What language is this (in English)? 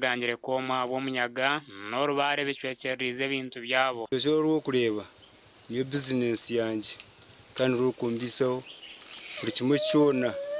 Nyankole